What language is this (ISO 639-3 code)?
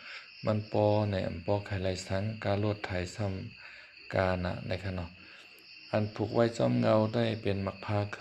shn